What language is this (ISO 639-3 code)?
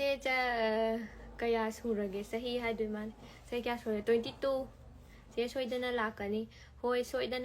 mni